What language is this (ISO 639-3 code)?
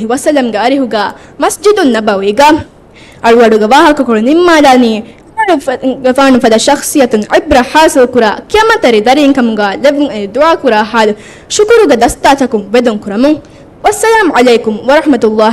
div